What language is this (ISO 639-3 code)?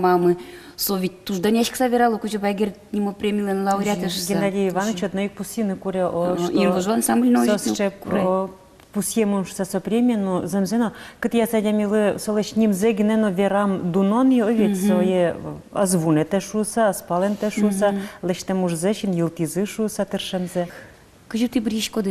udm